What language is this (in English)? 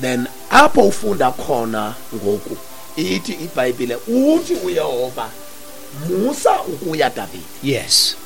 Xhosa